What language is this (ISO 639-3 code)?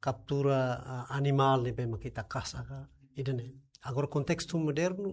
tet